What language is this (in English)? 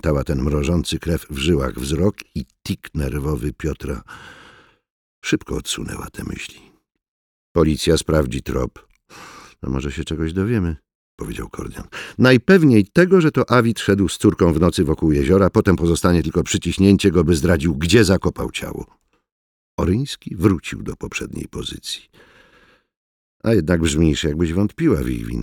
Polish